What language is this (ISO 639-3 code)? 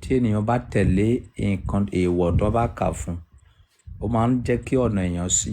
yor